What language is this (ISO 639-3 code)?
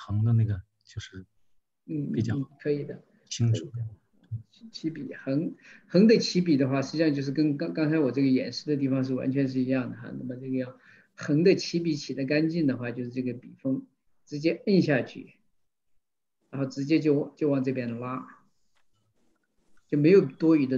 zho